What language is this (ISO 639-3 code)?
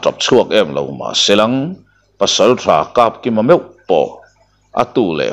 lus